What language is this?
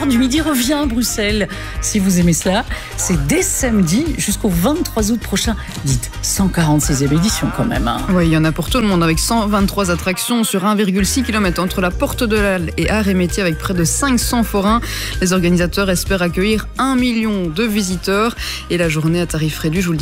French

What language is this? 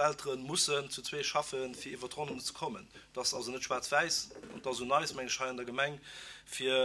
Luxembourgish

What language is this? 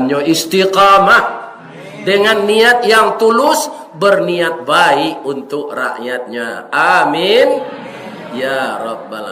Minangkabau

